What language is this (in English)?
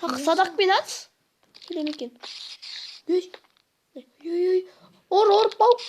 Kazakh